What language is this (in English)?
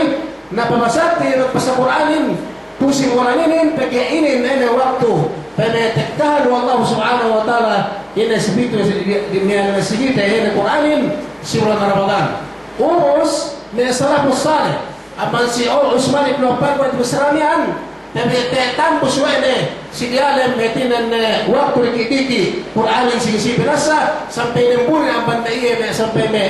Yakan